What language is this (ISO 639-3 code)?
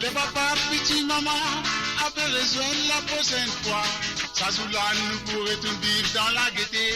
mfe